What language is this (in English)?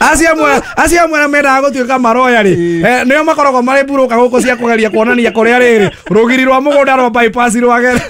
Kikuyu